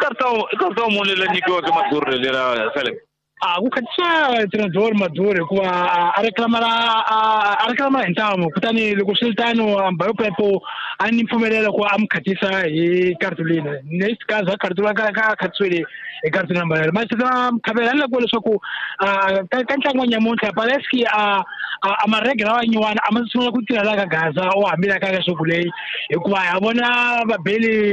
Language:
Tsonga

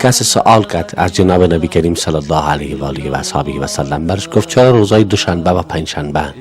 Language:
Persian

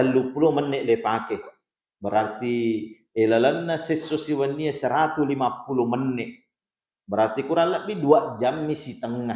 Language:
Buginese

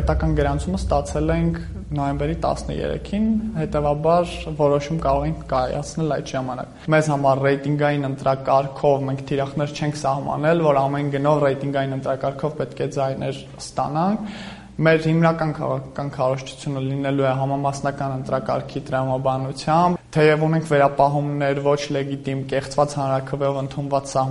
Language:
Armenian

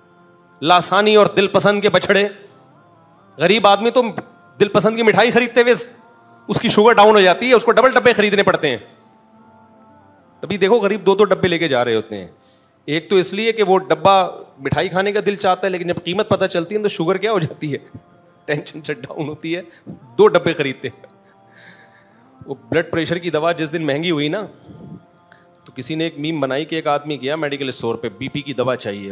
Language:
Urdu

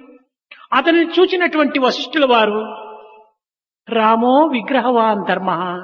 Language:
Telugu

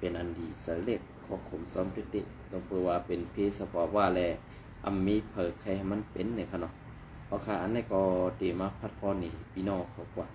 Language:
Shan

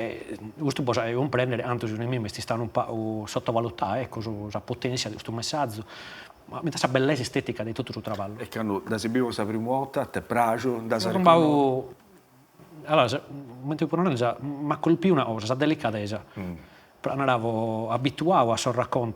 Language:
Sardinian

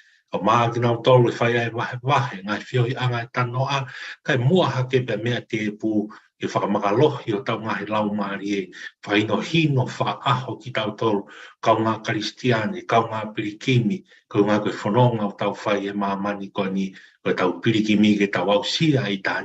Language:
Tongan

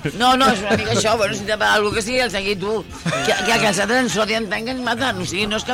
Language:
Catalan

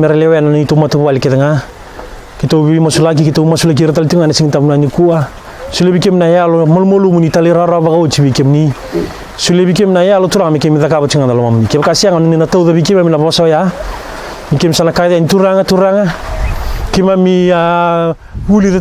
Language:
Fijian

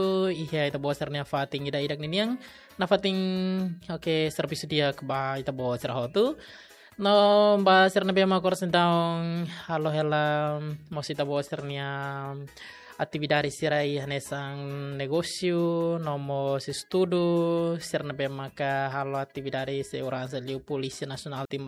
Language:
Tetum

